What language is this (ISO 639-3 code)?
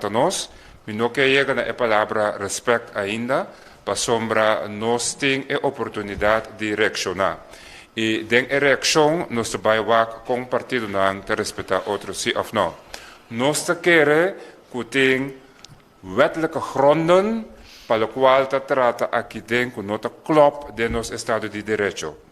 pap